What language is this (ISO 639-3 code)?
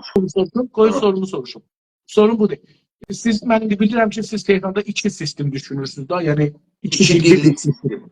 azb